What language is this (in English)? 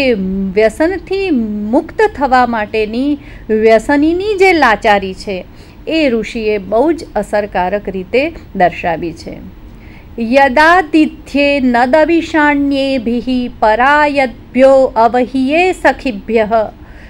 Gujarati